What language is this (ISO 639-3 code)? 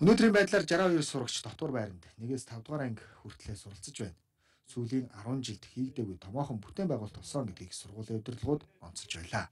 mon